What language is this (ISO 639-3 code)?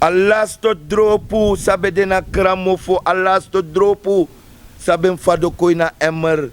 srn